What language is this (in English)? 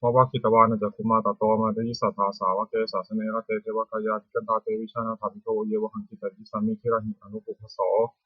Pali